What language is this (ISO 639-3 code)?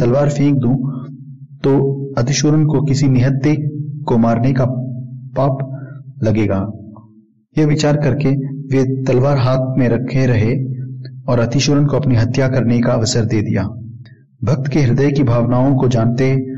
hin